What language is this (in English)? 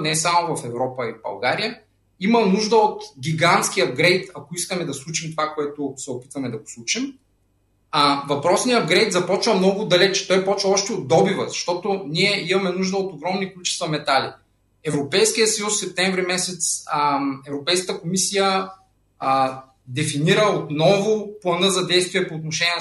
Bulgarian